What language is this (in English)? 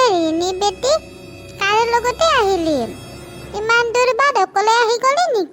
Assamese